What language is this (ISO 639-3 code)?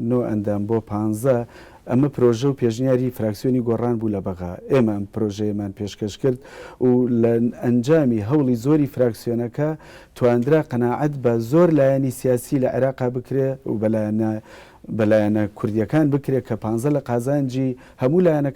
ckb